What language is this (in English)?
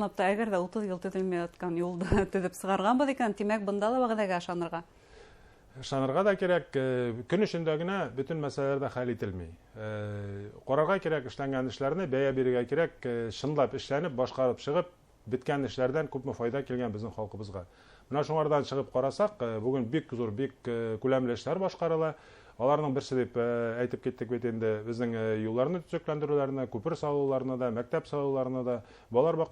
Bashkir